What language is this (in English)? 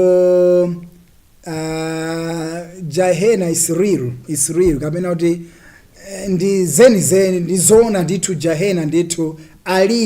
Nyanja